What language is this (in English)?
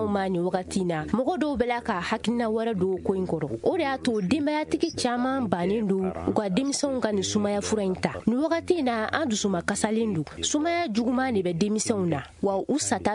Bambara